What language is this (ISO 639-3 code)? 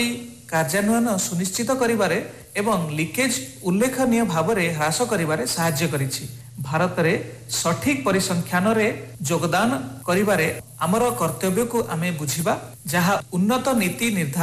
ori